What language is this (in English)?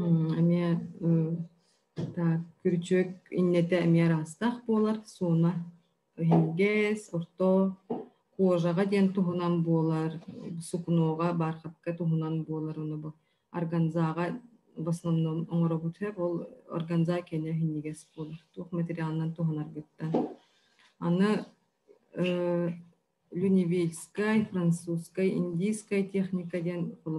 Yakut